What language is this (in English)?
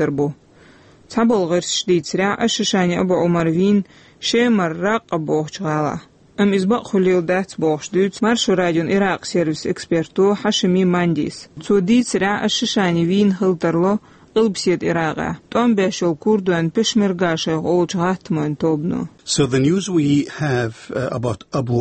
Chechen